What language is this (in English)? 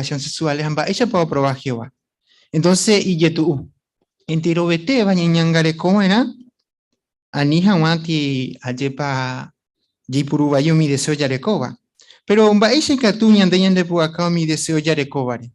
Guarani